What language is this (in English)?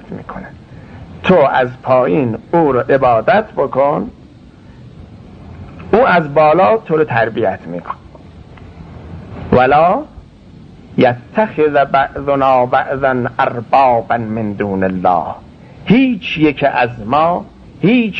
Persian